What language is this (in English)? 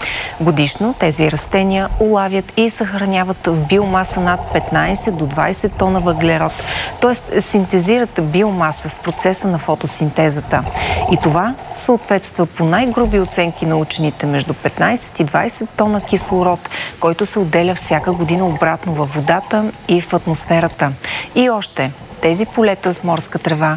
Bulgarian